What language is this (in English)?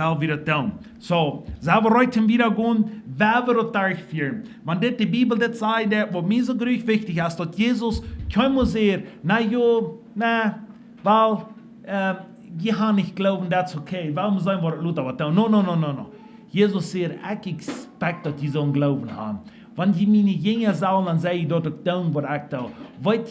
Plautdietsch